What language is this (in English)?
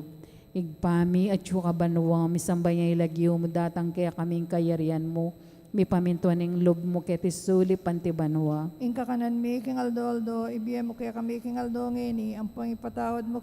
Pampanga